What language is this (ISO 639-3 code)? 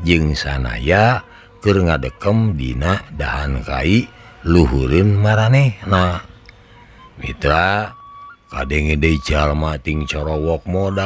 sun